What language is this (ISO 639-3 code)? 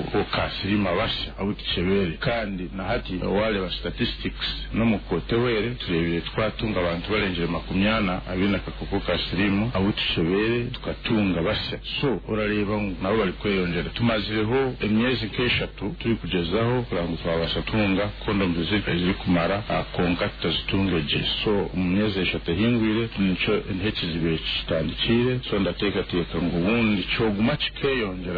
nyn